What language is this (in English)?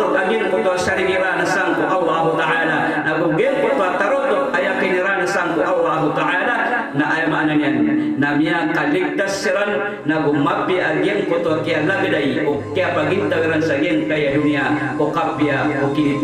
Maranao